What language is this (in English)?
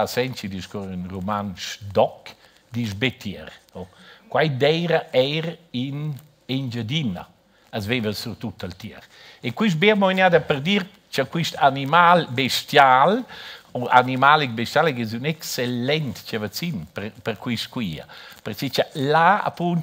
Romansh